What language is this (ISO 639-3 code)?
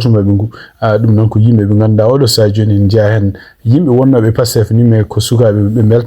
ful